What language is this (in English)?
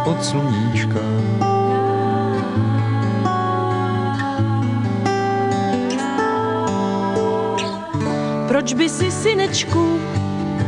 Czech